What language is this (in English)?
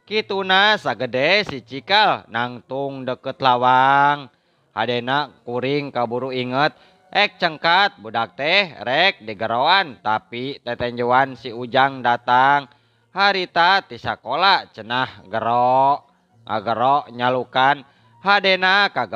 Sundanese